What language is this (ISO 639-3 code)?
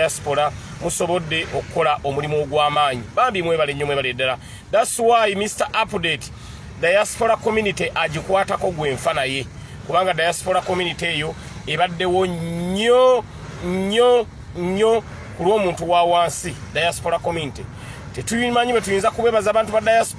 lug